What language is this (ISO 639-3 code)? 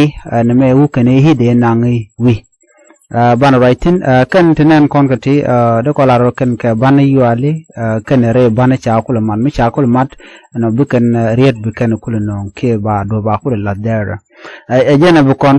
nus